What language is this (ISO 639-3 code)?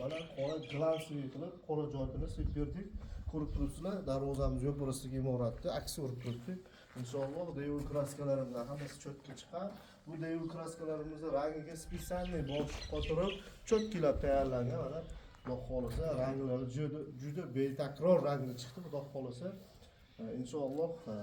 uzb